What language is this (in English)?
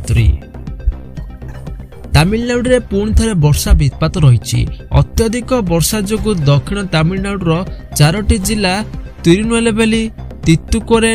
Odia